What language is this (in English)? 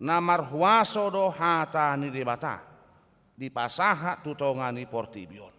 Batak Toba